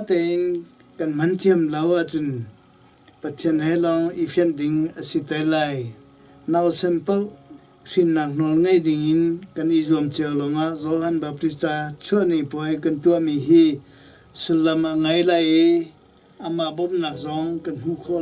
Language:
Hakha Chin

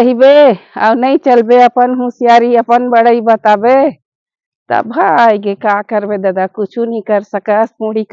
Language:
Chhattisgarhi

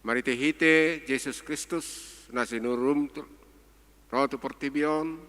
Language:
Batak Toba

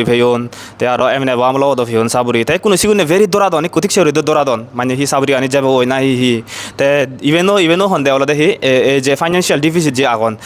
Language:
Chakma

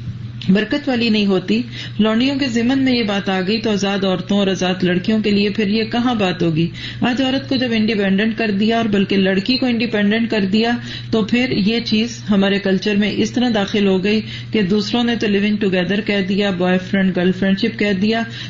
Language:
Urdu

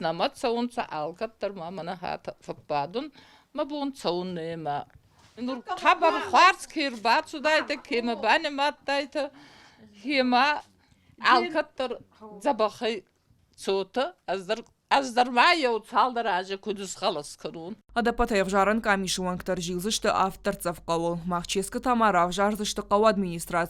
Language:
Ossetic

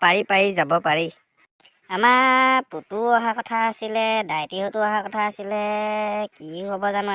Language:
Assamese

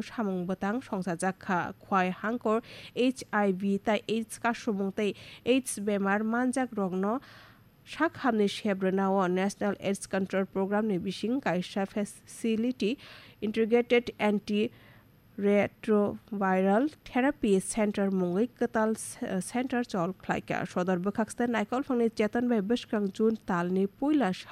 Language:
Kok Borok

